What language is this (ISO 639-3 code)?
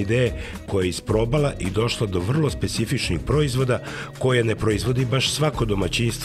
srp